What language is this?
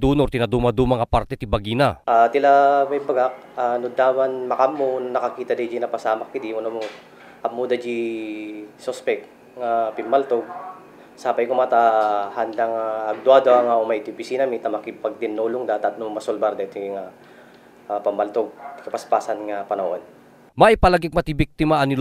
Iloko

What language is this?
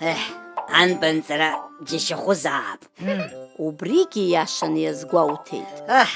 Abkhazian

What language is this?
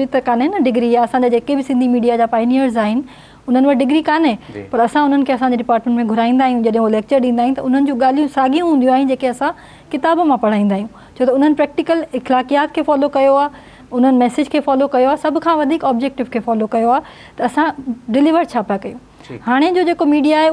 Sindhi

